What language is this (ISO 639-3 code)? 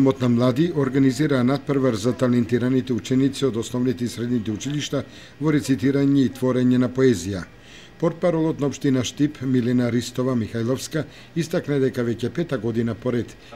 mkd